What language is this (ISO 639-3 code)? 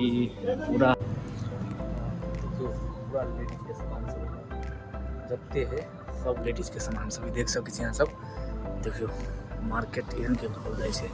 mai